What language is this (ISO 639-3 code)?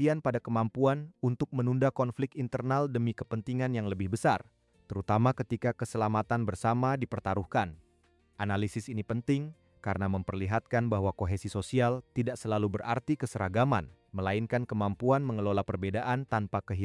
ind